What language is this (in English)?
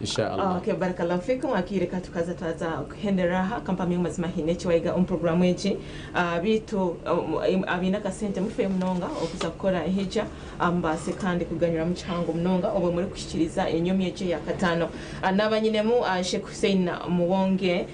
Nyankole